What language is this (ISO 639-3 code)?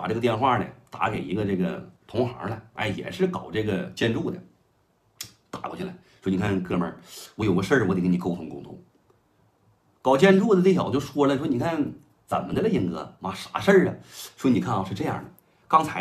zho